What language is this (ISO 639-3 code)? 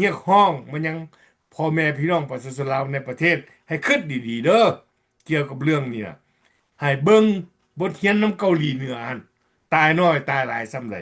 lao